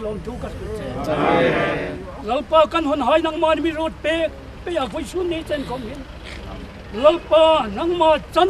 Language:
Hmar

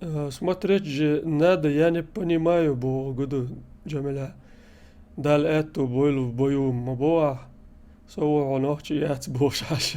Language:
Chechen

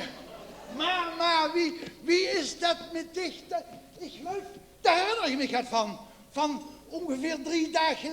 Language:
Limburgish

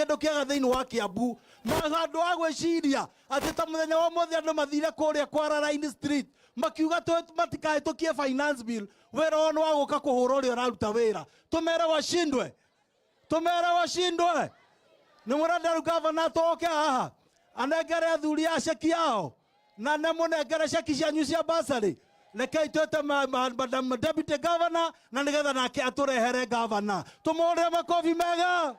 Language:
Kikuyu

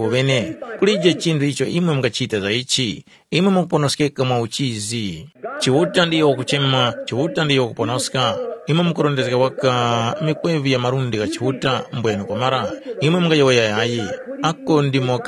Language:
Tumbuka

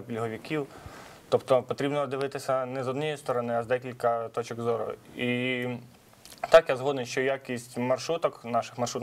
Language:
Ukrainian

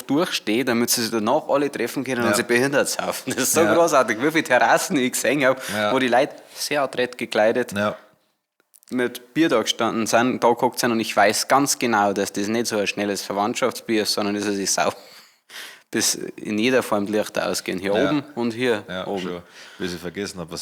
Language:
Bavarian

